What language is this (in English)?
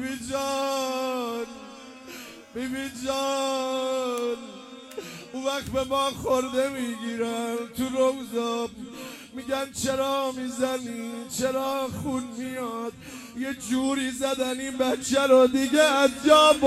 Persian